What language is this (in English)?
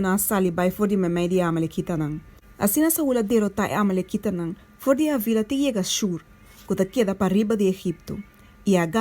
Papiamento